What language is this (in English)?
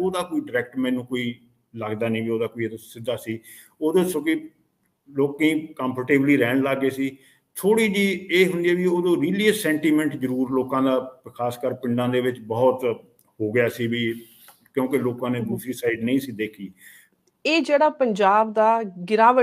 Punjabi